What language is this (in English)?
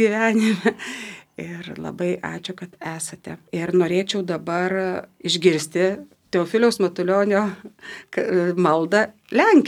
Lithuanian